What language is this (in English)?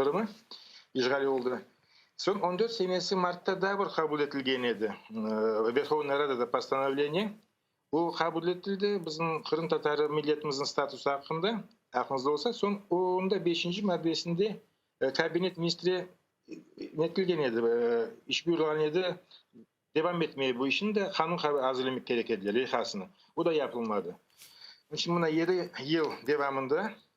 Crimean Tatar